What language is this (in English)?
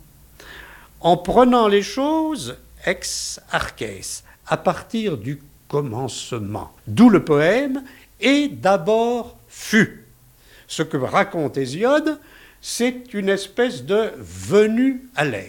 French